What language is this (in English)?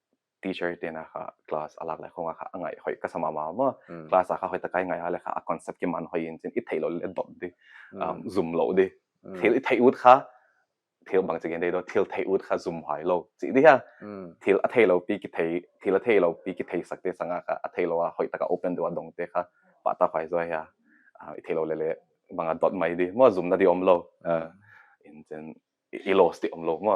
Paite Chin